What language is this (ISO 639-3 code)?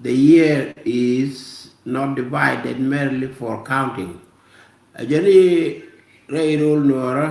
nus